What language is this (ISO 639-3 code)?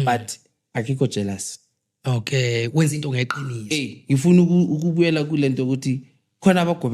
zul